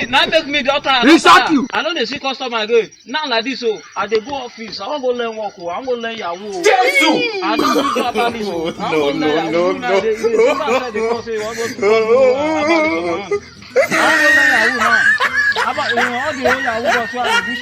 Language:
Nigerian Pidgin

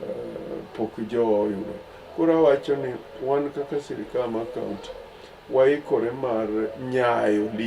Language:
Luo (Kenya and Tanzania)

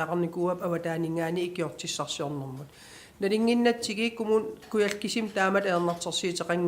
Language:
Kalaallisut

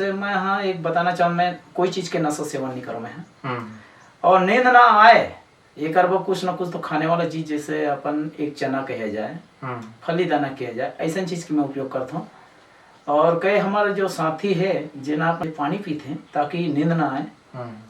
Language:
Chhattisgarhi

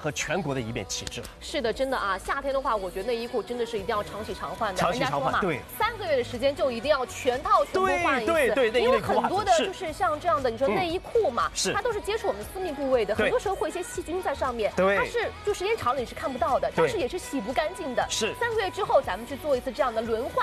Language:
Chinese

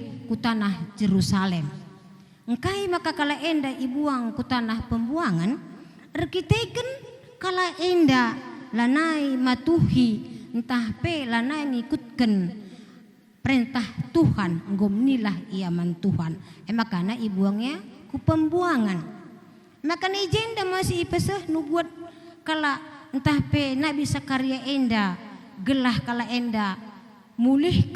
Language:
Batak Karo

